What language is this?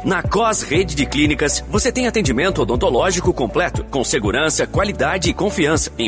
Portuguese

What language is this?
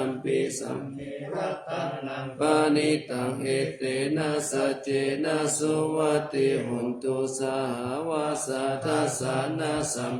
Pali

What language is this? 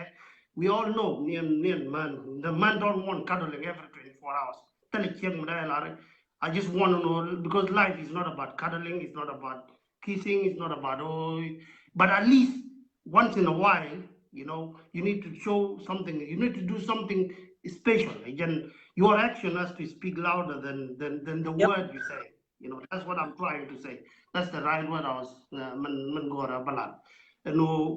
Nuer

